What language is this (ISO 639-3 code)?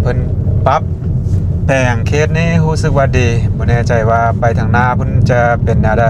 lao